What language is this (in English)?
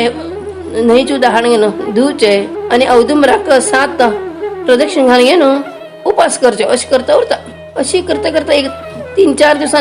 Konkani